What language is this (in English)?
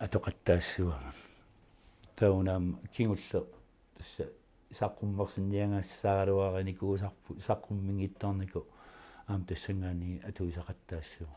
Kalaallisut